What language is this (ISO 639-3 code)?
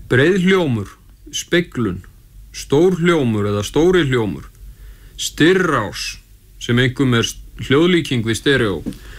isl